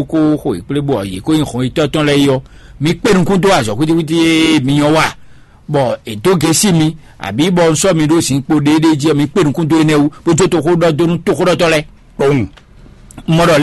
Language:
Fon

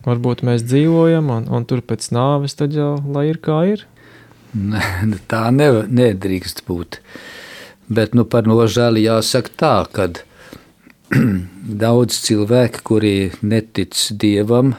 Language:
Latvian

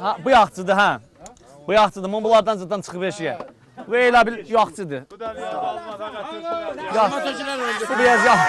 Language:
South Azerbaijani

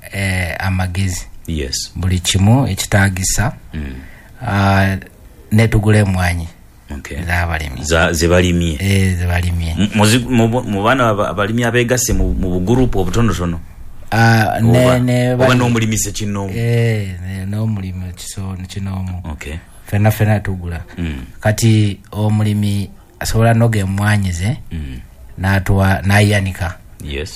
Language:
Ganda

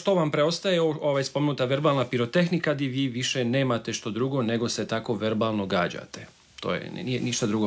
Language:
Croatian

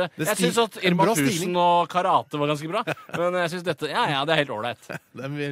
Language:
Norwegian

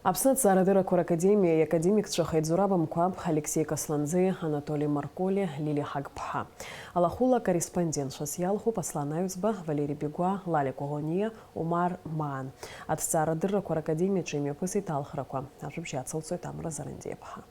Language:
Abkhazian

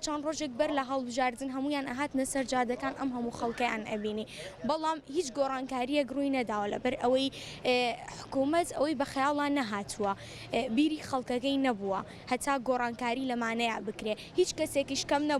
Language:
Central Kurdish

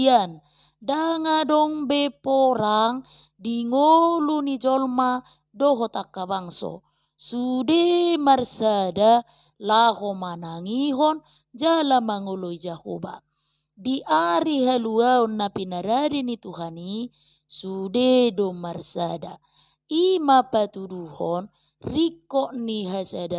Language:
Batak Toba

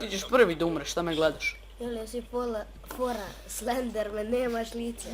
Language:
Bosnian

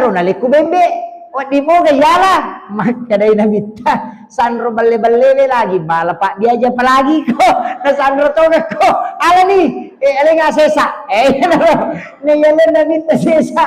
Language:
Buginese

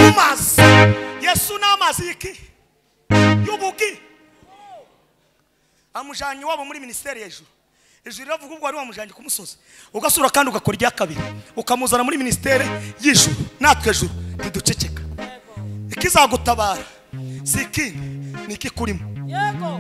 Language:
Kinyarwanda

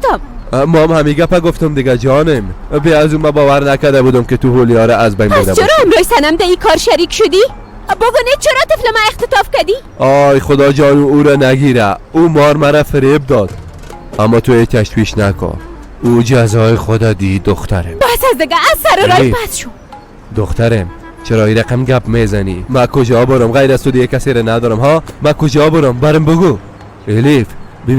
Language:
Persian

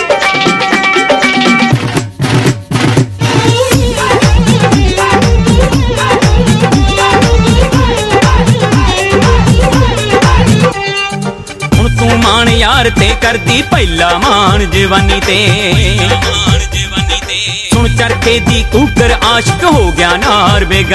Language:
Punjabi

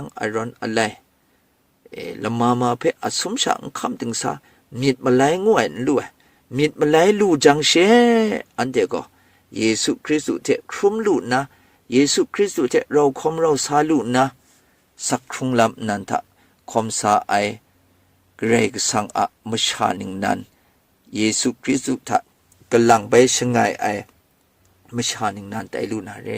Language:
Kachin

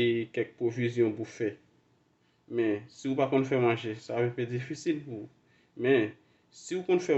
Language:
Haitian Creole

